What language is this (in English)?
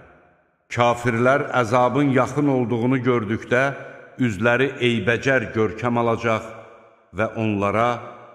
Azerbaijani